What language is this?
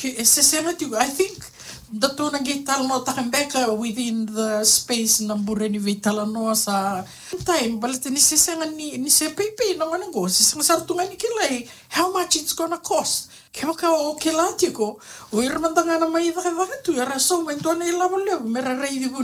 Fijian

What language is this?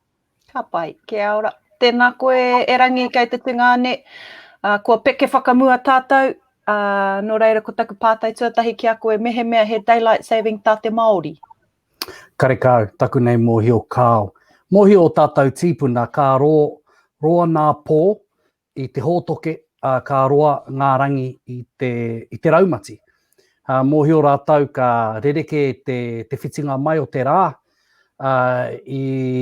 Māori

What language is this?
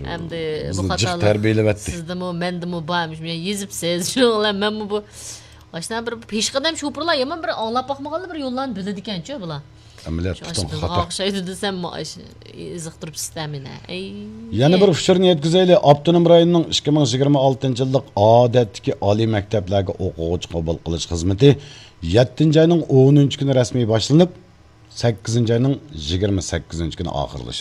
Uyghur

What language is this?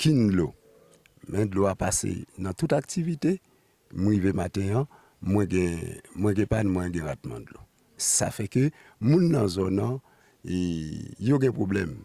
Haitian Creole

